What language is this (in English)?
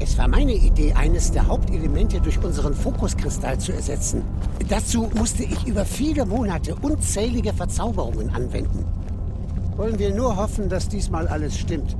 Swiss German